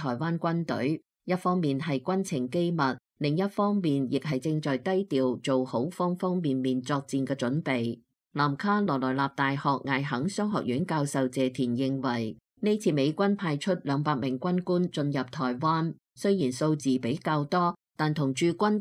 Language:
Cantonese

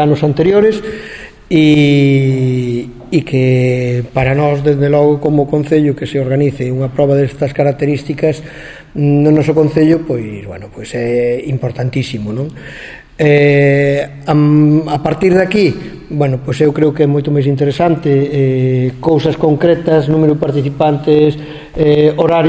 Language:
Galician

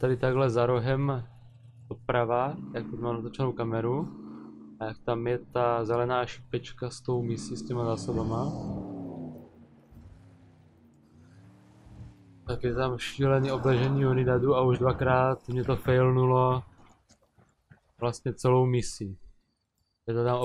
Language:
Czech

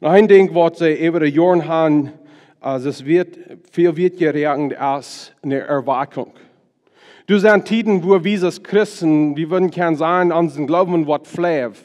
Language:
Plautdietsch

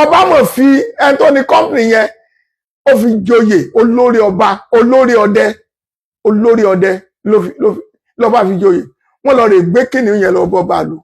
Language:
Yoruba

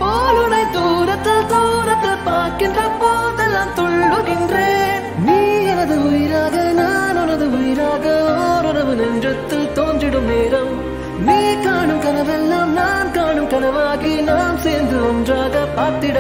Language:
Tamil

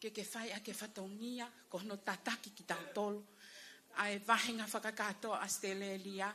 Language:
Tongan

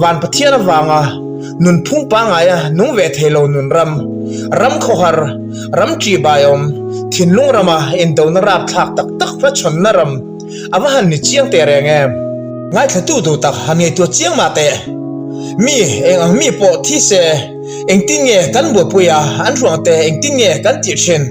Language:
Mizo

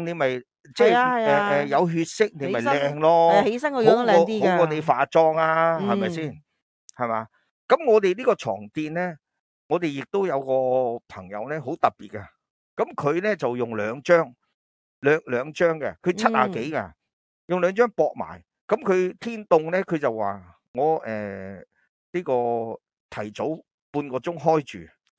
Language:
Cantonese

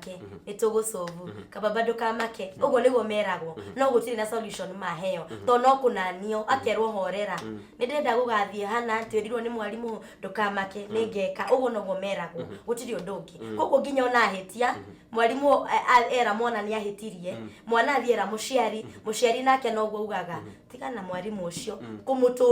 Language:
Kikuyu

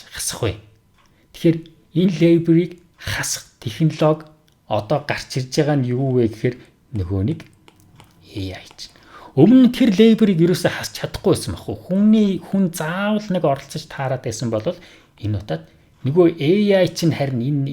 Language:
Mongolian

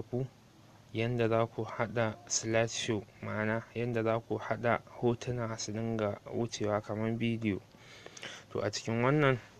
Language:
Hausa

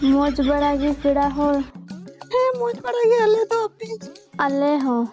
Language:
Santali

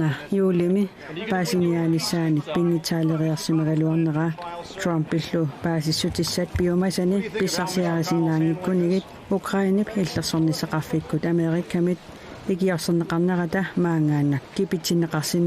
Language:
Kalaallisut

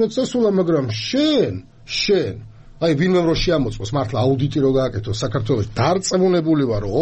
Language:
Georgian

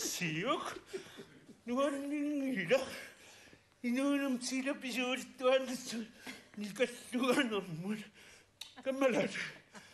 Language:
Kalaallisut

